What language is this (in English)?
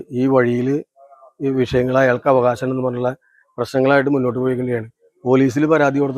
Malayalam